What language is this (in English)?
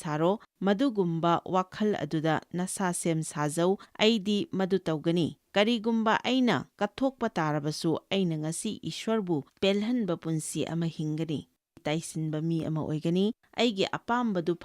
Manipuri